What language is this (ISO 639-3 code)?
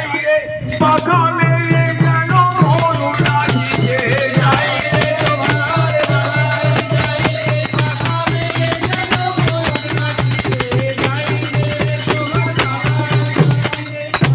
ben